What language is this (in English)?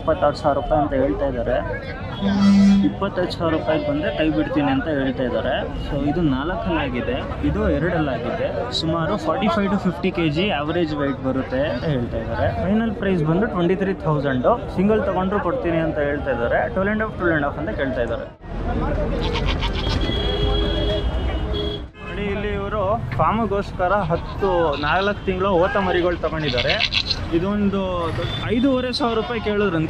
Kannada